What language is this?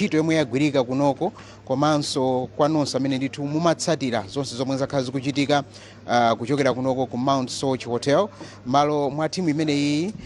Nyanja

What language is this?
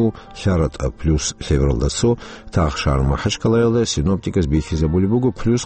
Avaric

